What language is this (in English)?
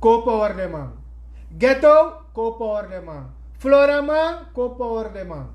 Sranan Tongo